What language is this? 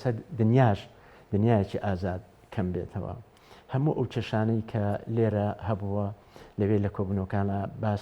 Central Kurdish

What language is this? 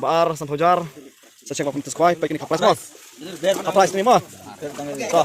Khasi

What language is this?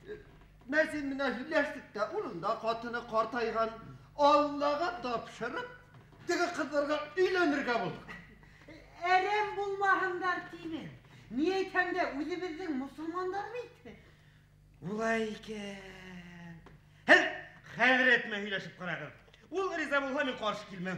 Bashkir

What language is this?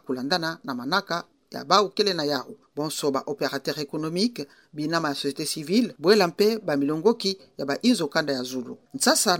Kituba (Democratic Republic of Congo)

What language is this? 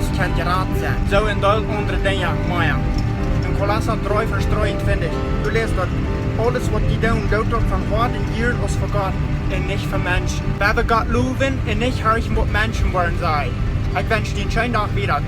Plautdietsch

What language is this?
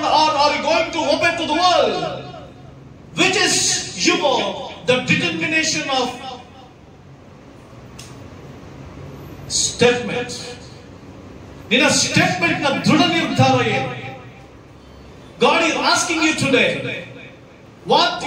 Kannada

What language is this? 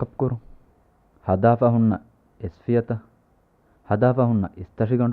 Divehi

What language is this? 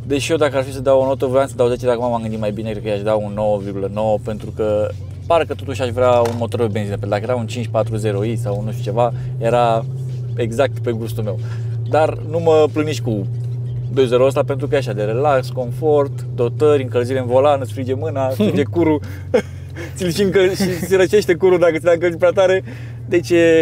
Romanian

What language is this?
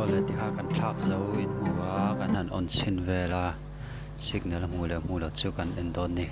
Mizo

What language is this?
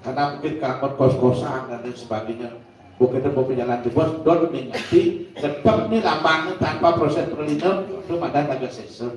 Balinese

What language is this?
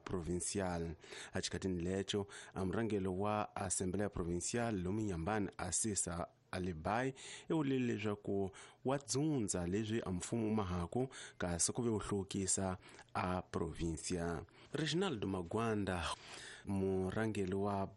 Tsonga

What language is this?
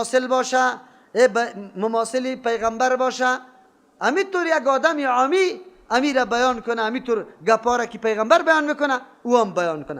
Persian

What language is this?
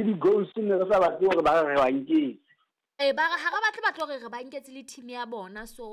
Southern Sotho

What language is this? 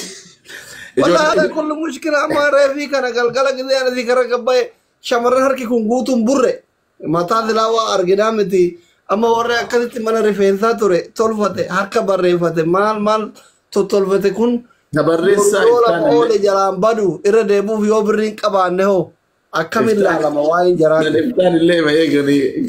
Oromo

